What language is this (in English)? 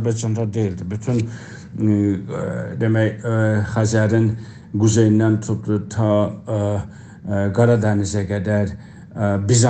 South Azerbaijani